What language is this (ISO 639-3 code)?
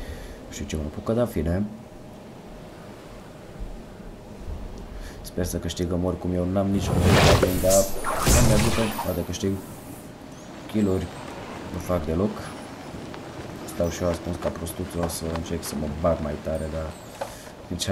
ron